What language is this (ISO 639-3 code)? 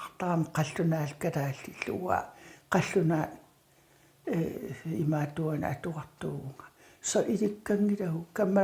kal